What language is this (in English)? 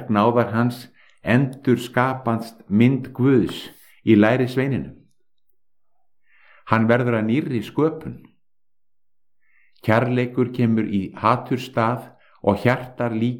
Icelandic